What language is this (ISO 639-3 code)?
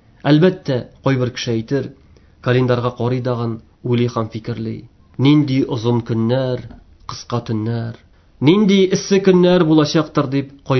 tat